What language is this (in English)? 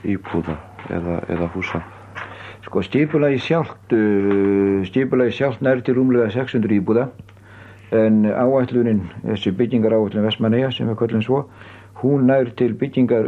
Icelandic